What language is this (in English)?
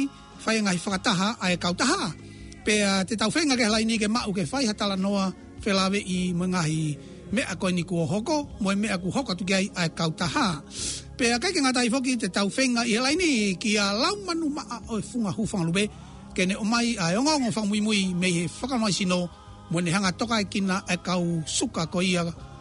Tongan